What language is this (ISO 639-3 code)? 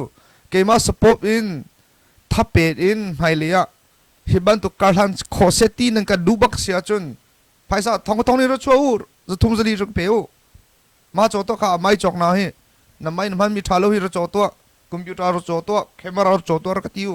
cnh